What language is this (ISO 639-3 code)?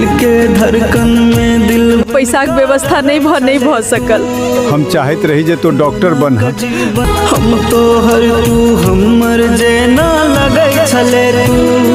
mai